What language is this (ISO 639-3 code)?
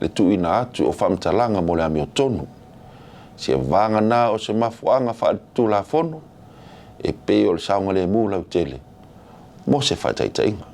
smo